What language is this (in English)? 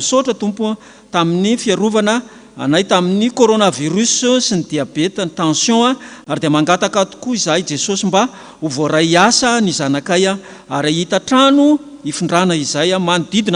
Malagasy